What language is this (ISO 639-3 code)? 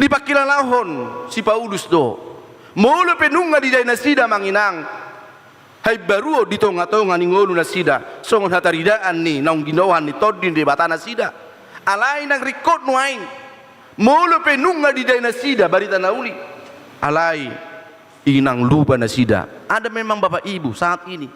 bbc